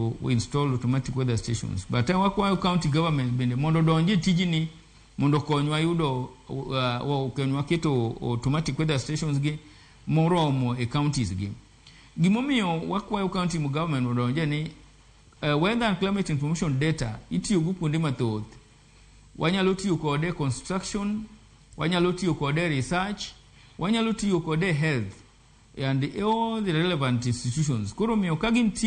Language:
Luo (Kenya and Tanzania)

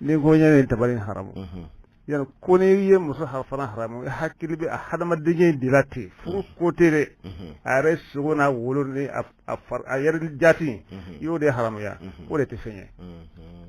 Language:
Bambara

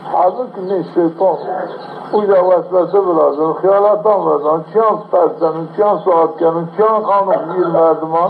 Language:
Zaza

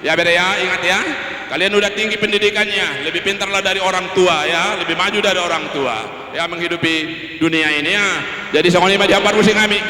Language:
Batak Toba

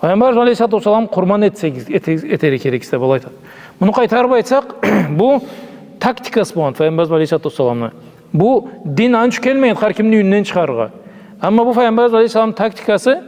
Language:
Karachay-Balkar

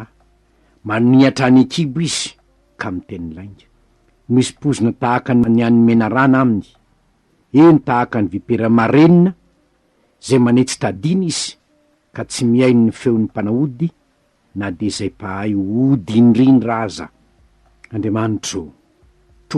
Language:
Malagasy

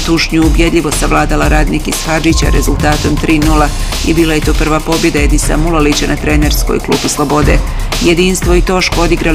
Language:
Bosnian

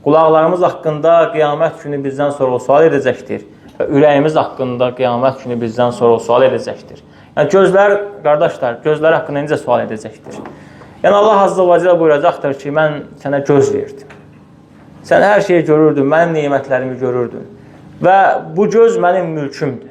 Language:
Azerbaijani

